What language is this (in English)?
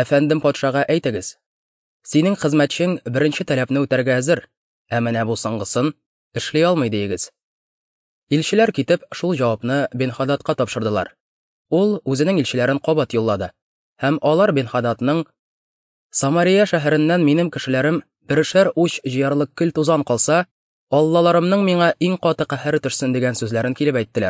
Tatar